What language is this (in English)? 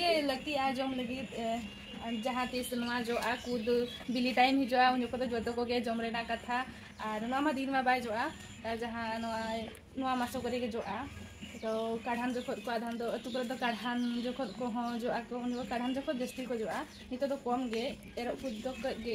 Santali